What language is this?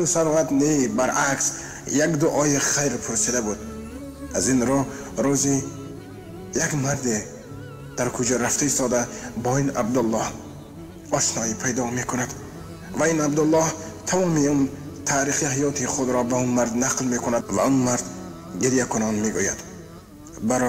Tajik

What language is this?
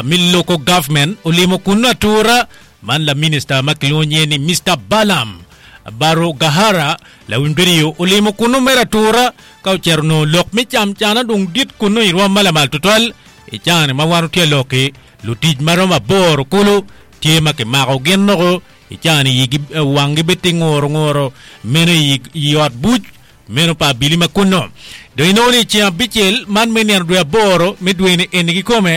Acoli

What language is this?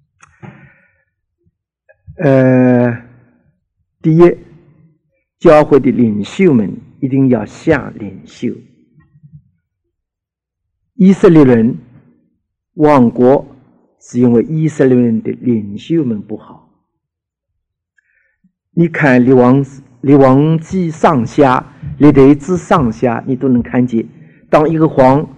Chinese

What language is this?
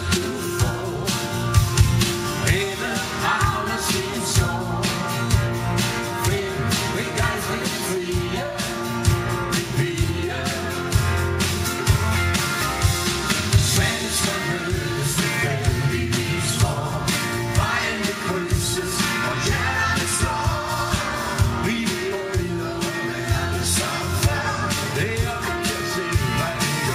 Danish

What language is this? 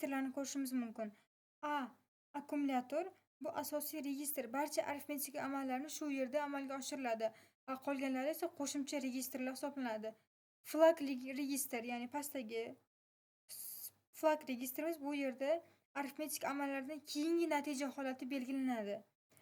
Uzbek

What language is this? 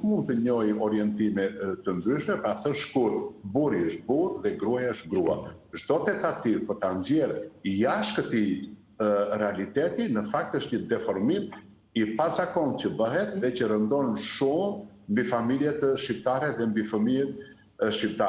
Albanian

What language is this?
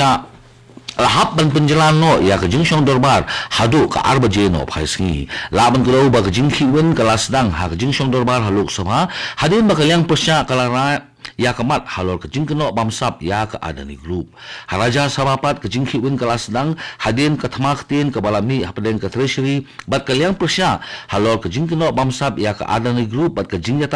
Khasi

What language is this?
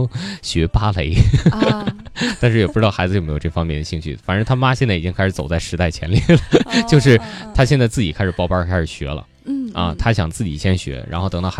Chinese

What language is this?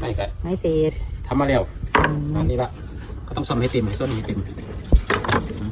Lao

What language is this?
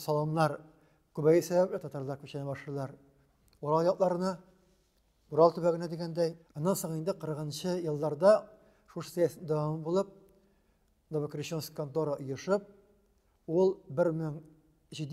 Tatar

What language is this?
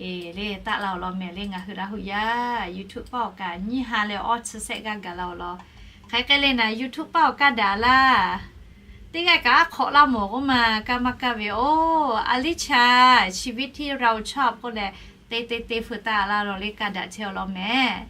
Lahu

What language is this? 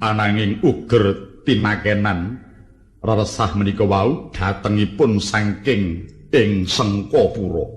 Javanese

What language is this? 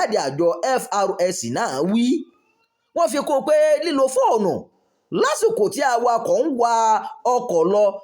Yoruba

